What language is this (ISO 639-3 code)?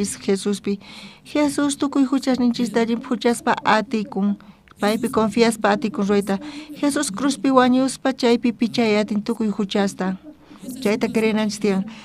quh